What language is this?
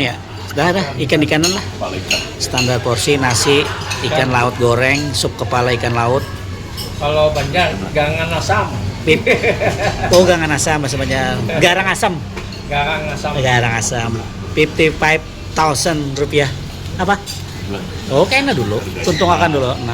Banjar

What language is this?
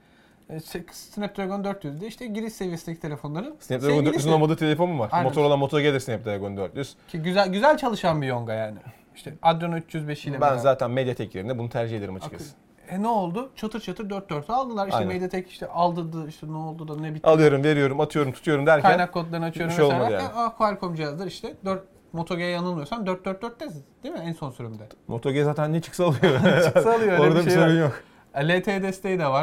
Turkish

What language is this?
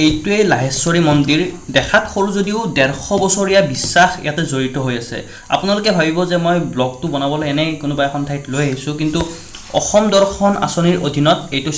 Assamese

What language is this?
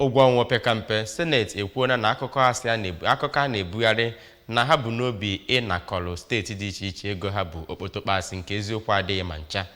Igbo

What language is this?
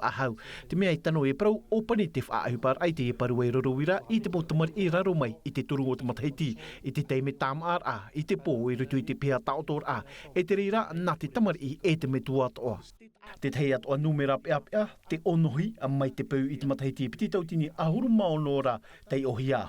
Tahitian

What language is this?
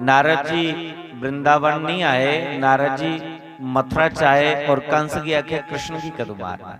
Dogri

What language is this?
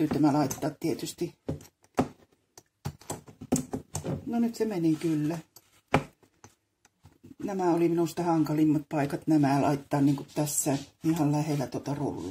Finnish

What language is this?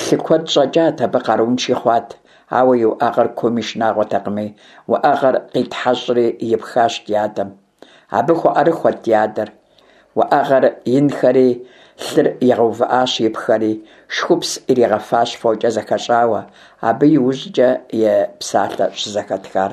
Kabardian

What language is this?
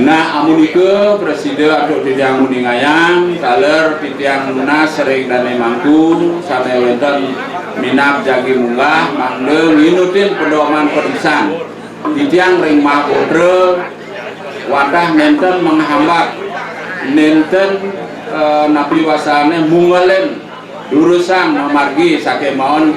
Balinese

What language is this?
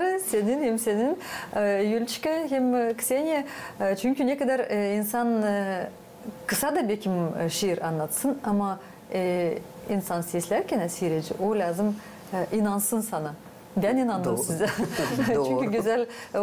Gagauz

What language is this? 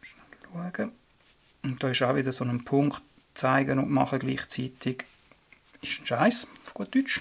Swiss German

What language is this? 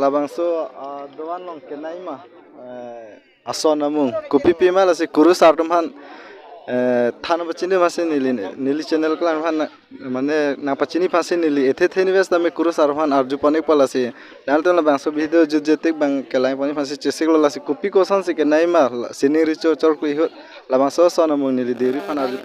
Karbi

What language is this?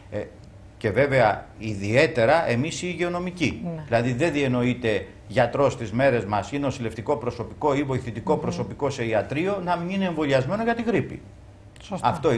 Greek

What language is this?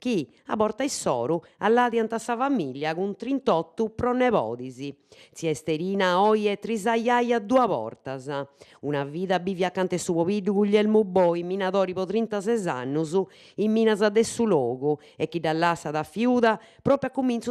Sardinian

